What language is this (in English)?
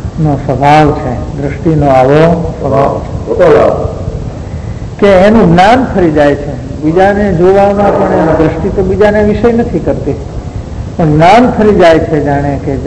Gujarati